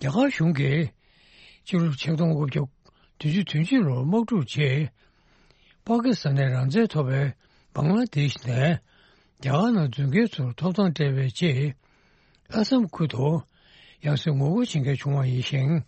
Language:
Tibetan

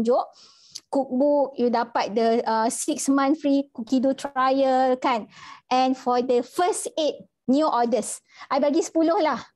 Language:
Malay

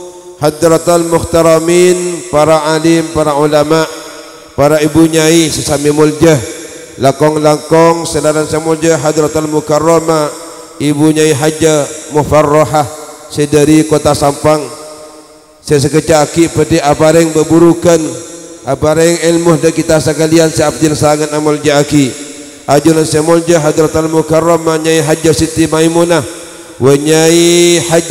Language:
Madurese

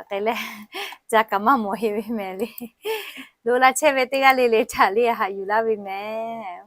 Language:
Lahu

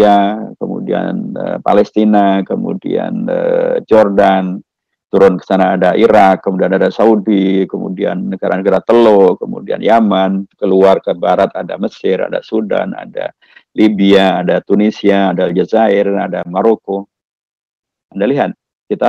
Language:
Indonesian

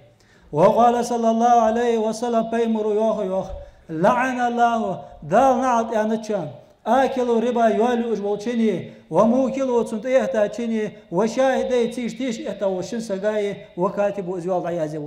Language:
Ingush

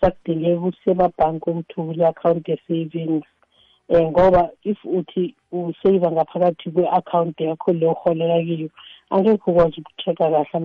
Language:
South Ndebele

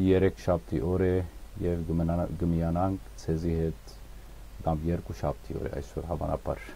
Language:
Western Armenian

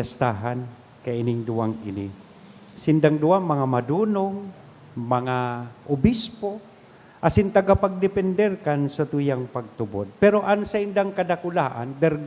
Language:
Bikol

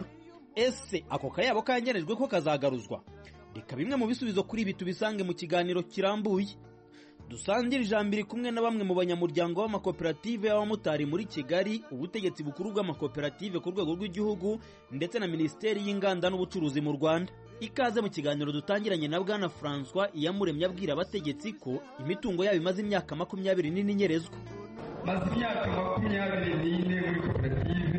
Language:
Kinyarwanda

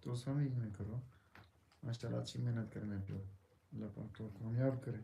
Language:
Saraiki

